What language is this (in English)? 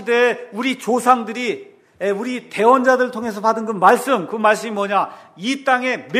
Korean